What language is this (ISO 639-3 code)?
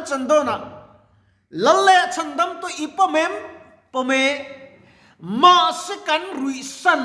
lus